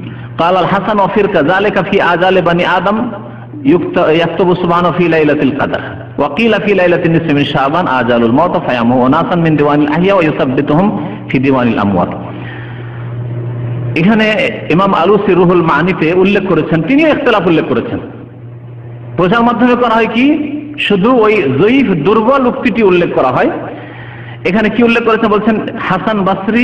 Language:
Bangla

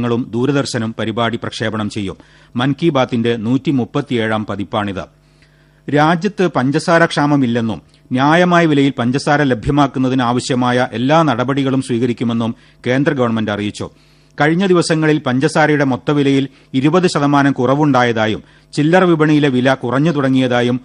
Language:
Malayalam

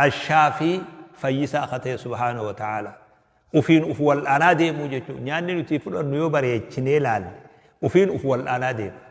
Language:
Oromo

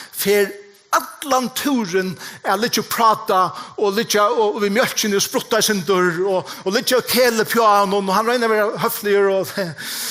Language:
Faroese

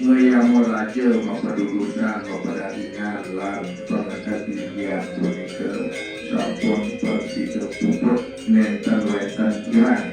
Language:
Balinese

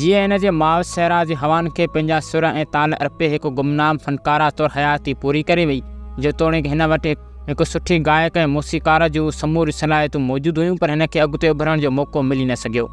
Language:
Sindhi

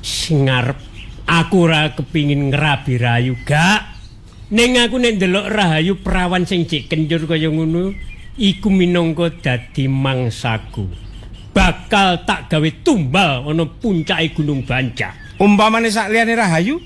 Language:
Javanese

